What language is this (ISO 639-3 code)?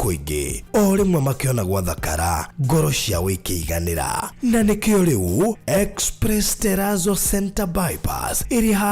kik